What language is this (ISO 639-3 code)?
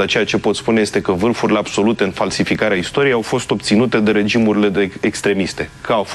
ron